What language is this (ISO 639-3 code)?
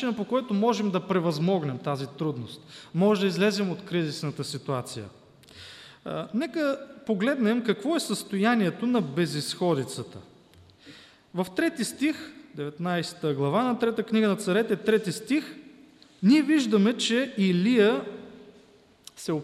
bul